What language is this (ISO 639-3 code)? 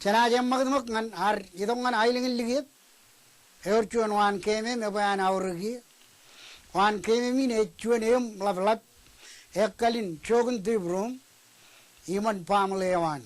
mah